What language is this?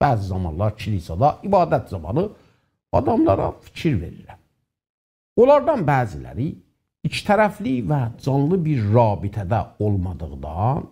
South Azerbaijani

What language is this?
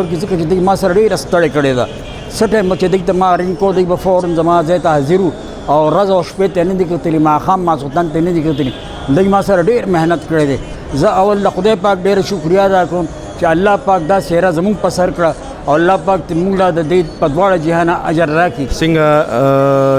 Pashto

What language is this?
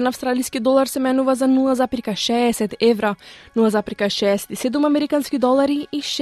Macedonian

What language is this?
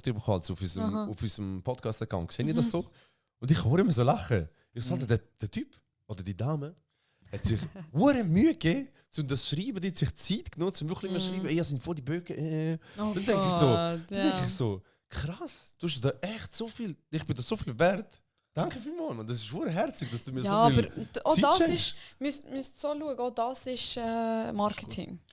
Swiss German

